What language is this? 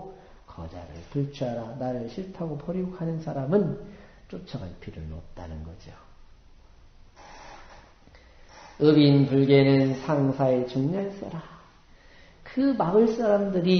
Korean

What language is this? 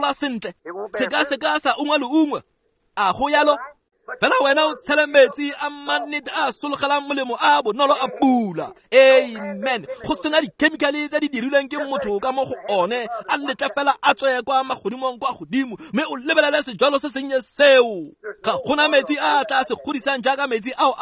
Tswana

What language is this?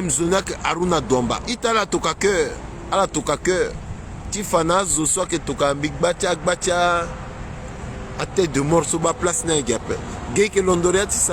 Sango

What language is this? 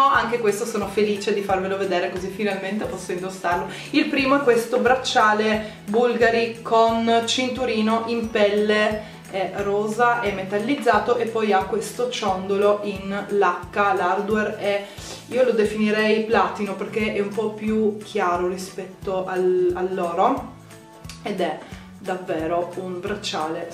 Italian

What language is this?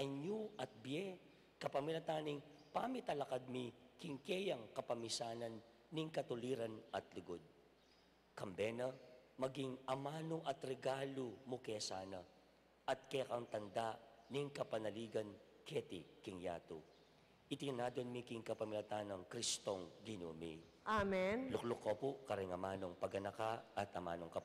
Pampanga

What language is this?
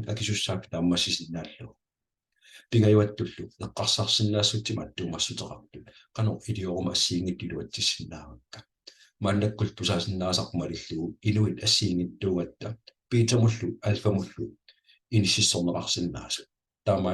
Kalaallisut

